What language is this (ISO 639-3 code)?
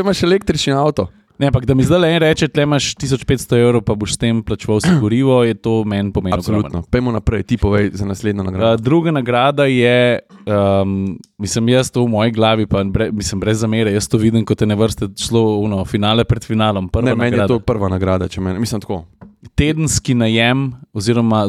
slv